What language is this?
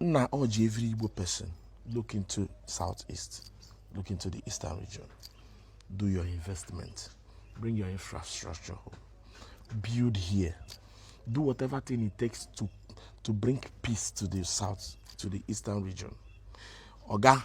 Igbo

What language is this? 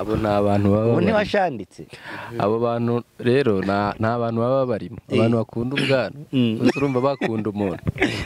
Kinyarwanda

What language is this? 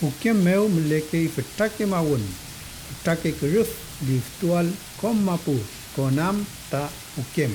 Mapuche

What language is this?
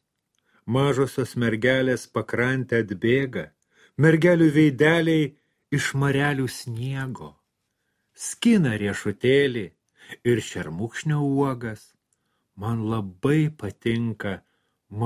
Lithuanian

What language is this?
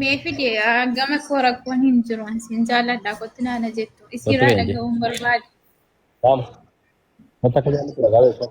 Oromo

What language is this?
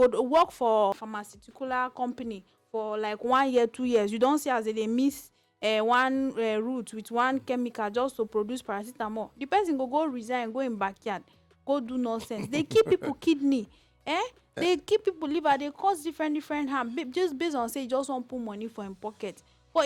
Nigerian Pidgin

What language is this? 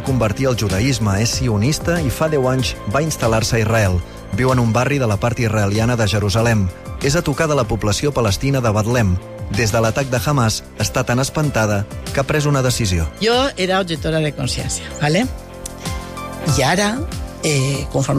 Catalan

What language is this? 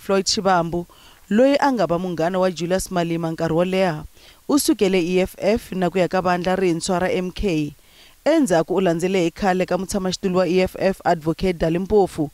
Tsonga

